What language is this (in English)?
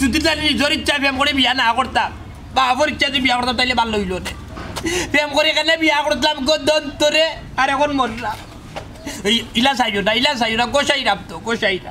Sylheti